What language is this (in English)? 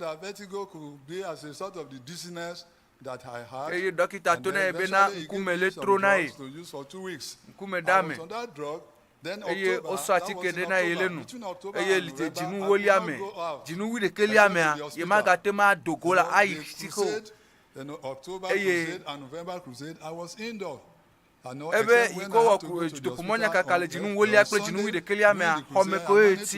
Ewe